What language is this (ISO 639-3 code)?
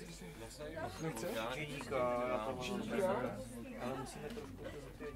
sqi